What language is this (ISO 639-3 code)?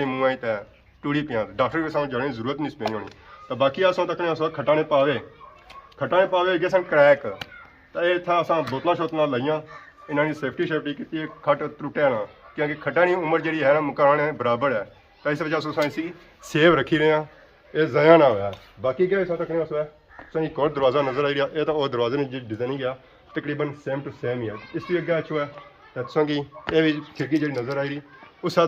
phr